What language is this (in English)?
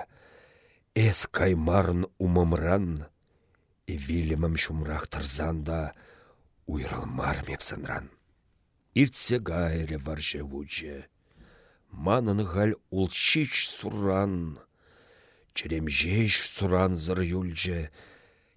Chuvash